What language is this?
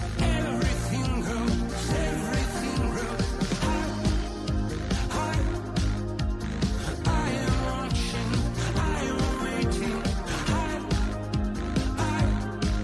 English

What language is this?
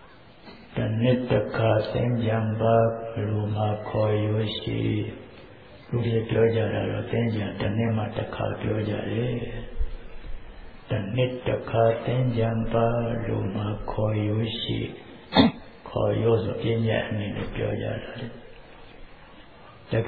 Burmese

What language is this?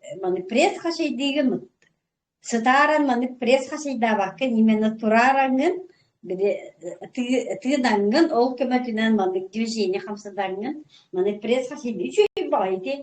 Yakut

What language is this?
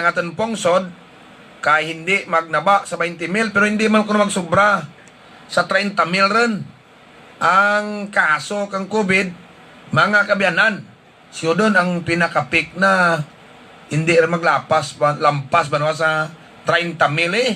Hiligaynon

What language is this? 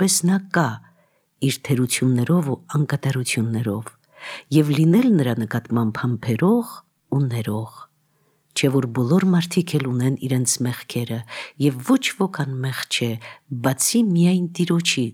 Armenian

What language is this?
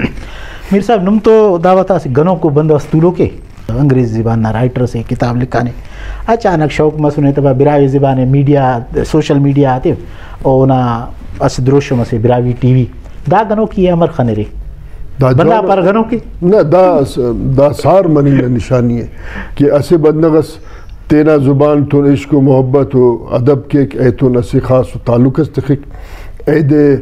Brahui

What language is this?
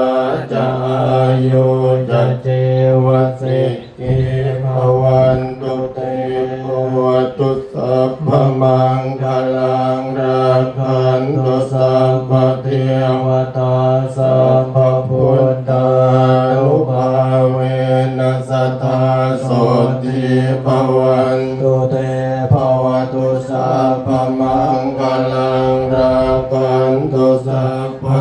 Pali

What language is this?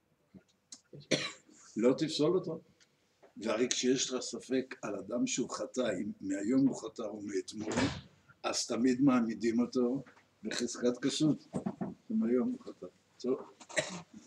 Hebrew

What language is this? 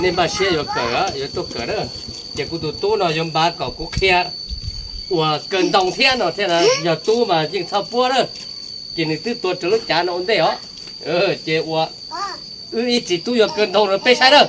Hmong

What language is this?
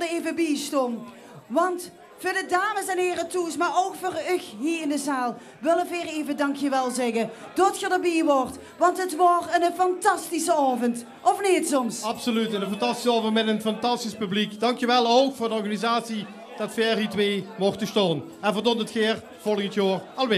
Limburgish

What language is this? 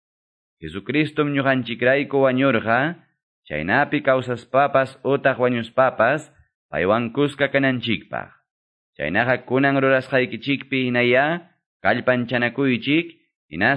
Quechua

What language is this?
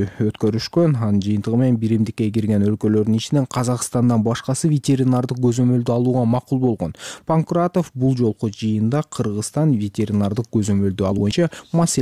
Kyrgyz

